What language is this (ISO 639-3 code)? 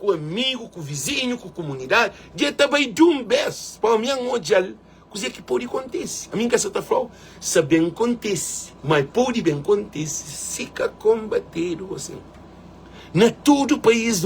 kea